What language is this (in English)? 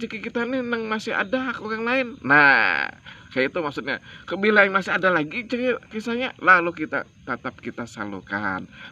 Banjar